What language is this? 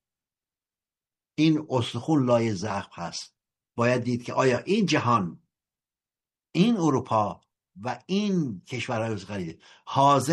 Persian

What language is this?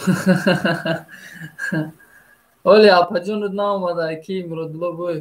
Tajik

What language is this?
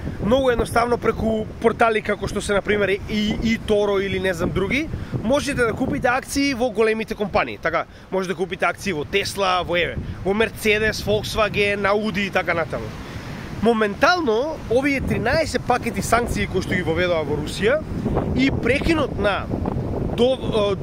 Macedonian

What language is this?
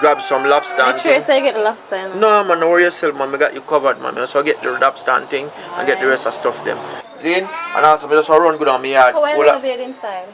Jamaican Creole English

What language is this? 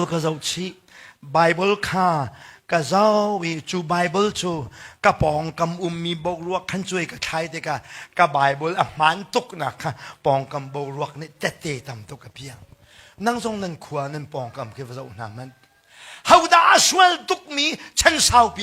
Hakha Chin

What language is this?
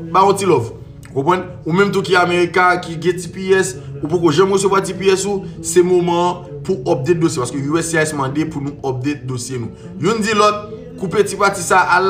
Haitian Creole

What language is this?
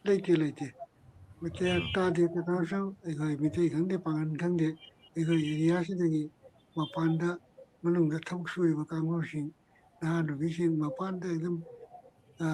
Manipuri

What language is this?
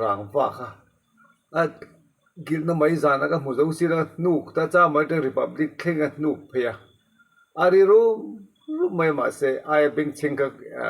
Mizo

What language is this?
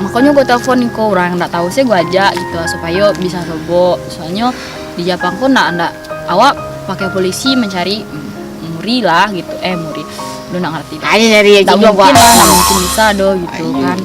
Minangkabau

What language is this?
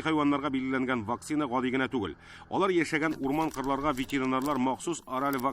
Tatar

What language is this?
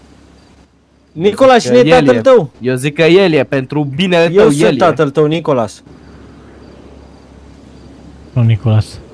Romanian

